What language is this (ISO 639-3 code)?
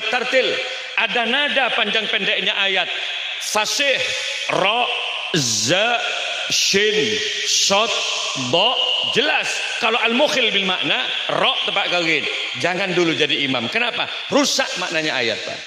mad